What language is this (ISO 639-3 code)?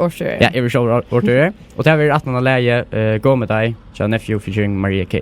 fao